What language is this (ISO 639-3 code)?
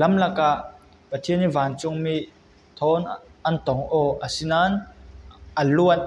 cfm